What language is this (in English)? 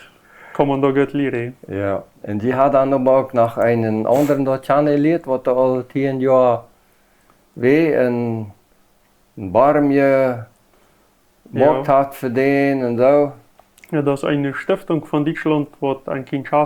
Plautdietsch